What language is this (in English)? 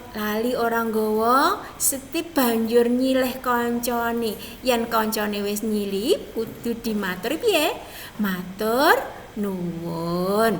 Javanese